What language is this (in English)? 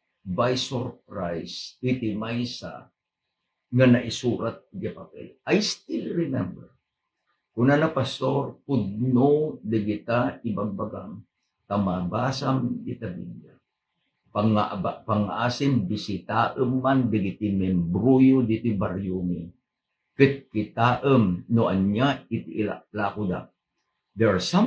Iloko